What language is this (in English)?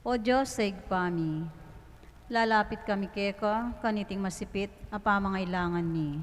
Pampanga